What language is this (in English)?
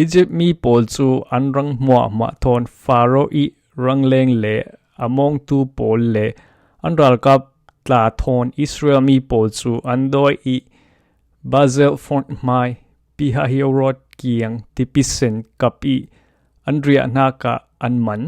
Falam Chin